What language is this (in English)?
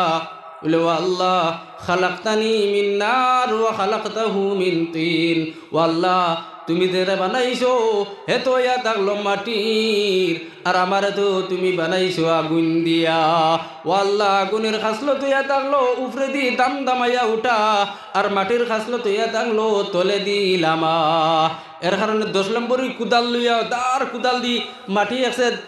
Sylheti